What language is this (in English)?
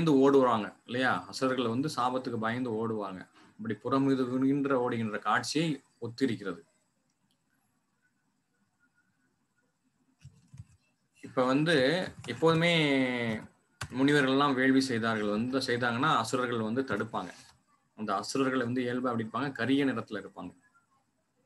Tamil